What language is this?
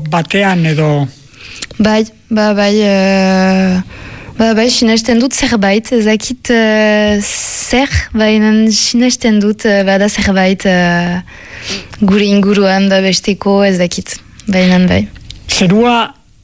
Basque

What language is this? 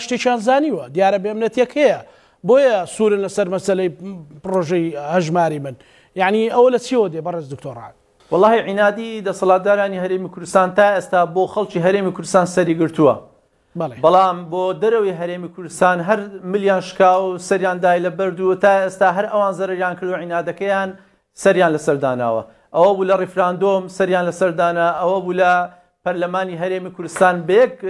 Central Kurdish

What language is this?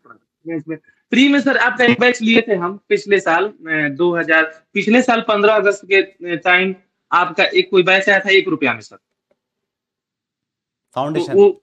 Hindi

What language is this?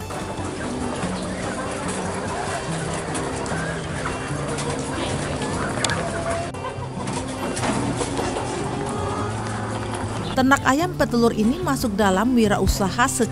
Indonesian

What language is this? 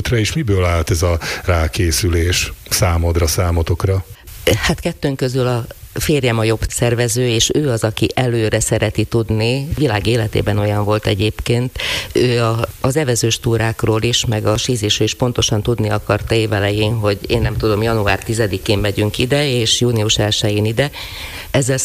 Hungarian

